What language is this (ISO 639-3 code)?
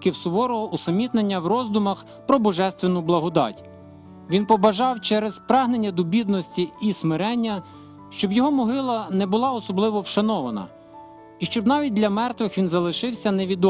ukr